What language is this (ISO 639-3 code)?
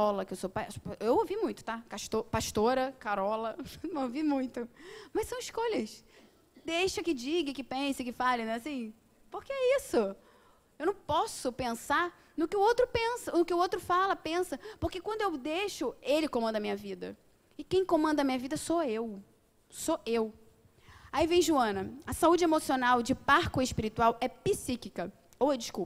por